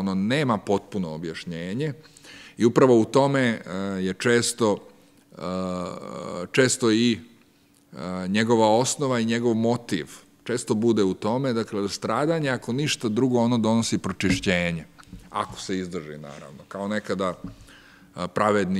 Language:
Serbian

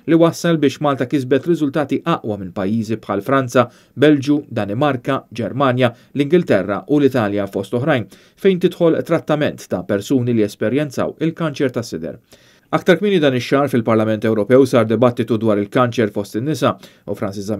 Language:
Maltese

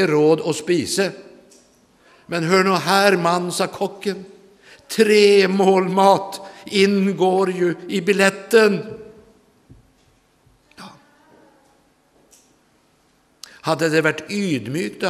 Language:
Norwegian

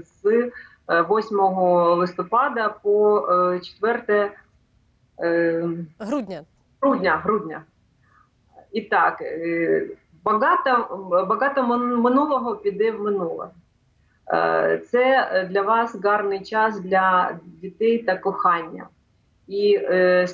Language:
Ukrainian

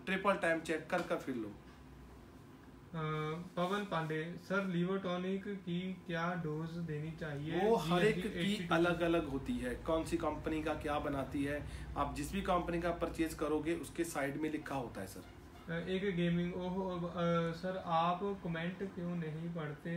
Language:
Hindi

